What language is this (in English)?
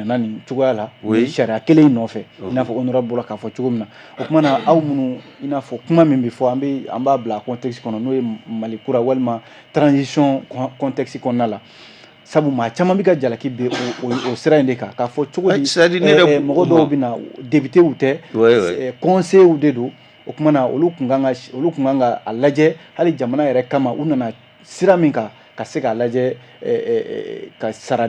Bambara